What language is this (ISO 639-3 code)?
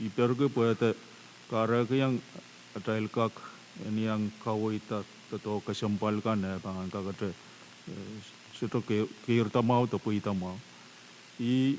pon